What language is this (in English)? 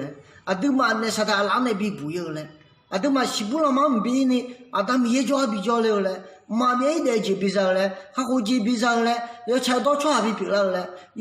Akha